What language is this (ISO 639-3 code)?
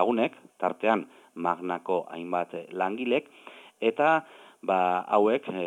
eus